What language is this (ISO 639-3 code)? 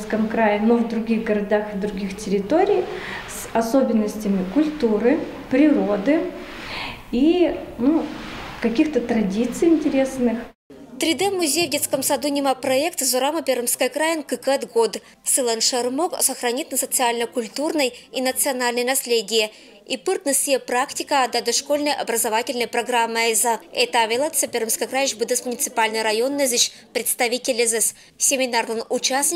koi